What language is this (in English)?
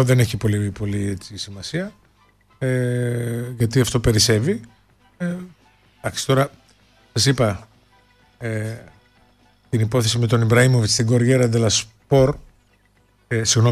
Greek